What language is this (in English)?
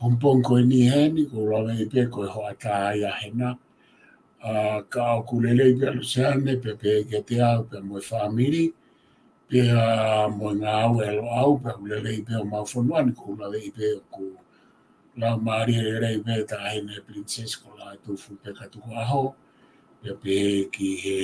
Tongan